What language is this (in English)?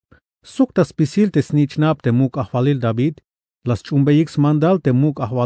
Tzeltal